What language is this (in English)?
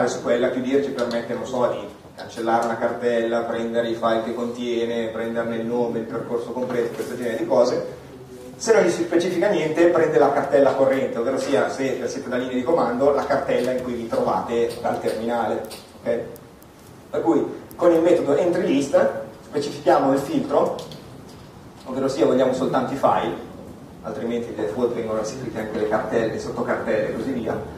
Italian